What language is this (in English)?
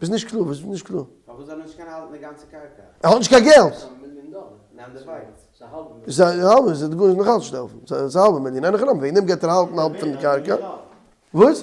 Yiddish